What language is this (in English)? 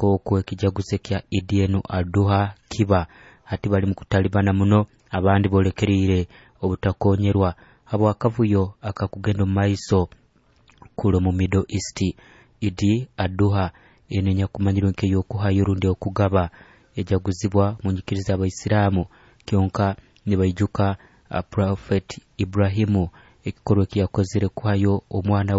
Nyoro